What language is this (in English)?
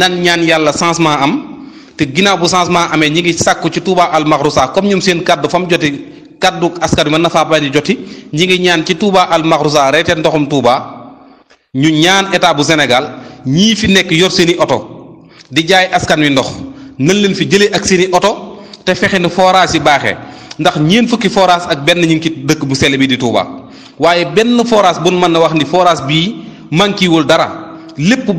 Wolof